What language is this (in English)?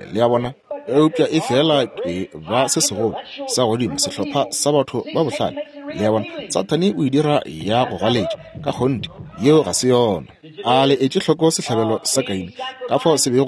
Northern Sotho